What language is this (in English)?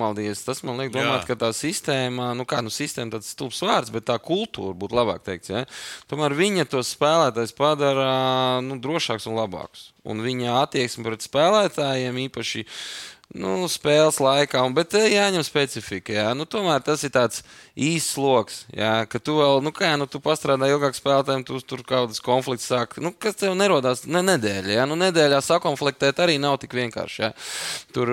Latvian